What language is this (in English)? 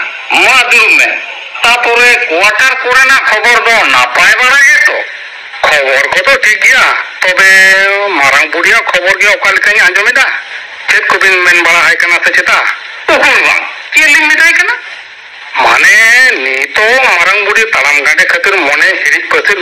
Santali